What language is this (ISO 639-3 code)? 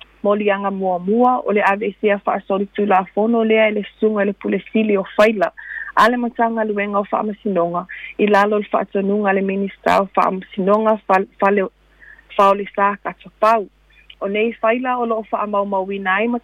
smo